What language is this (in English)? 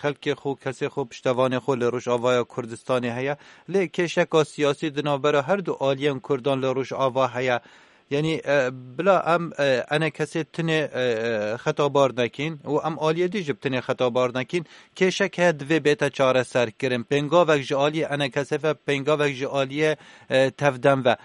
Kurdish